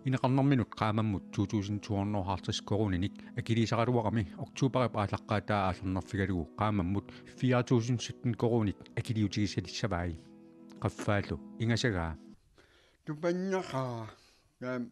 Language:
Kalaallisut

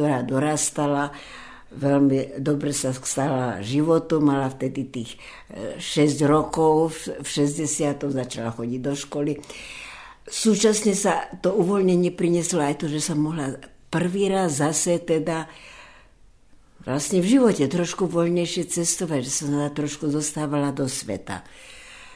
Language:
Slovak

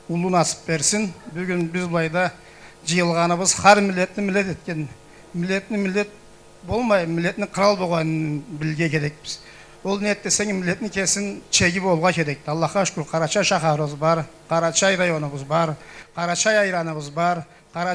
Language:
Karachay-Balkar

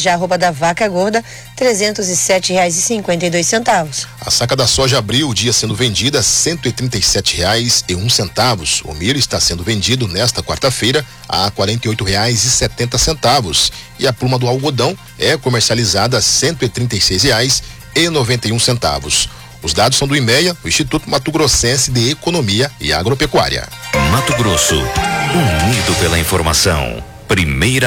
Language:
Portuguese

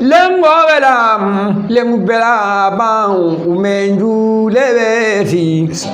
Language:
Fula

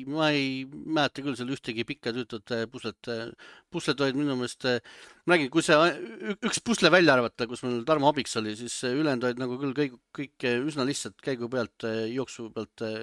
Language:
Estonian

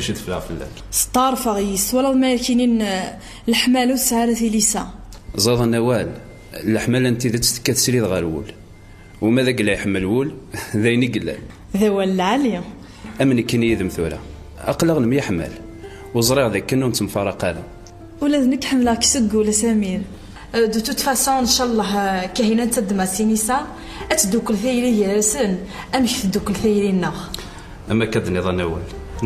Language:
Kabyle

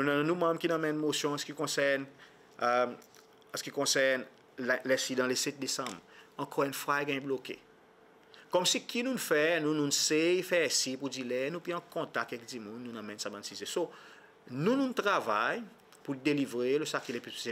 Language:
Seselwa Creole French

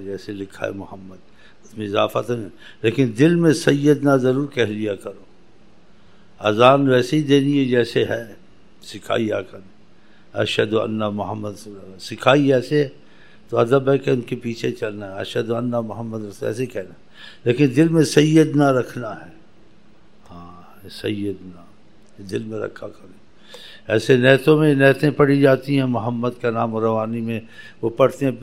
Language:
Urdu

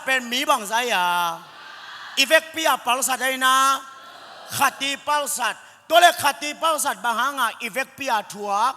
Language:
Tedim Chin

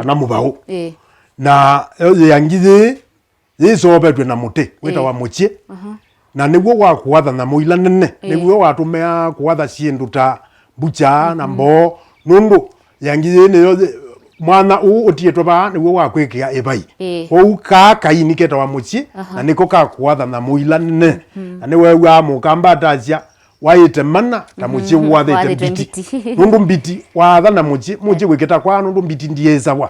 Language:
Kamba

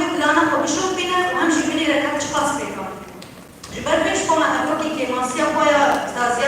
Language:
Kurdish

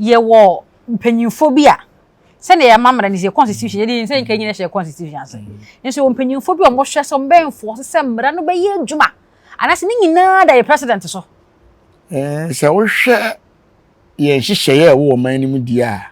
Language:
Akan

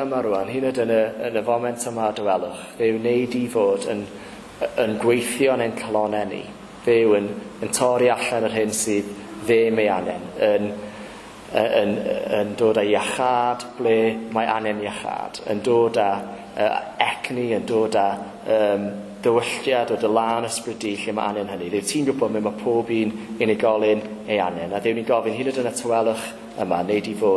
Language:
Welsh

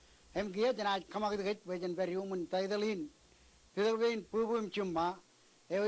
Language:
Marshallese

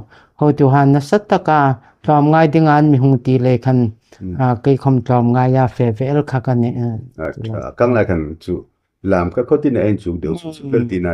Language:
Hmar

